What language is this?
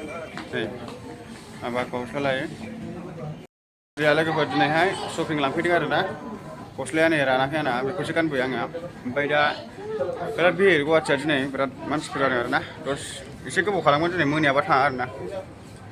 Bodo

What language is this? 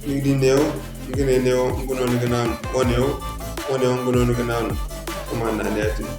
Zarma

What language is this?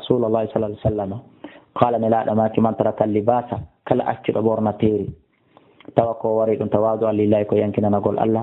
Fula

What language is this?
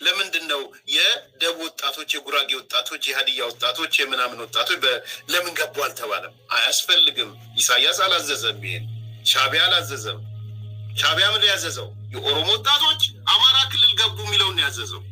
Amharic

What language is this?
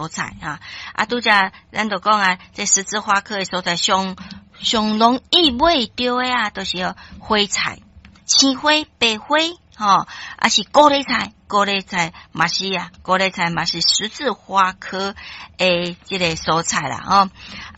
Min Nan Chinese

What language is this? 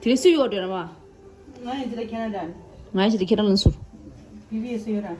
Tibetan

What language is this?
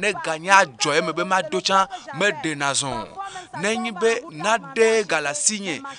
Ewe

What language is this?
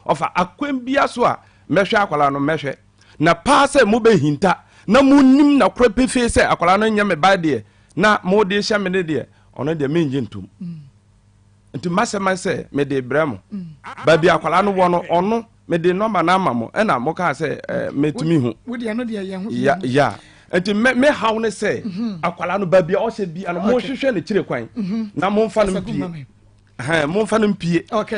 Akan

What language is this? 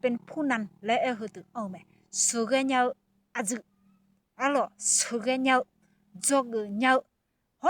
Akha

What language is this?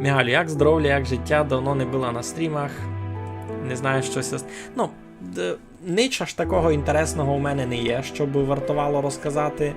Rusyn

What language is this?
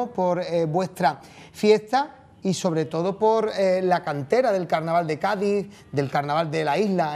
Spanish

